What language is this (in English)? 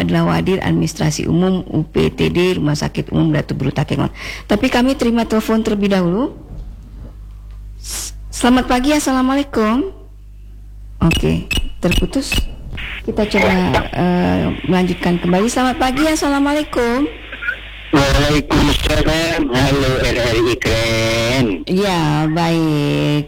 Indonesian